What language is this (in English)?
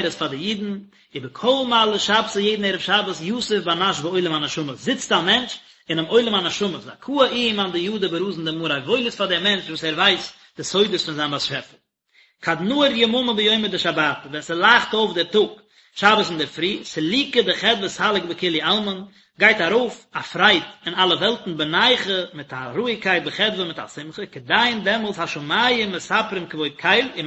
Yiddish